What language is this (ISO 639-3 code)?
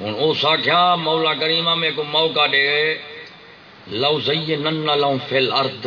skr